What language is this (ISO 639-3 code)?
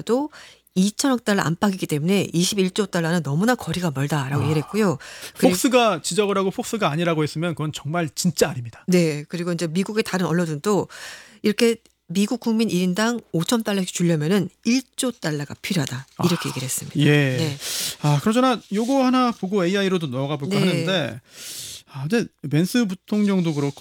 kor